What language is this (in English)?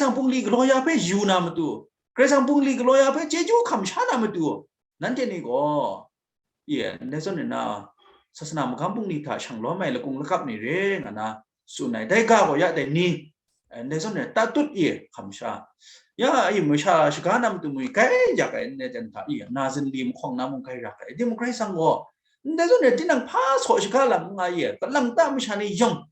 Kachin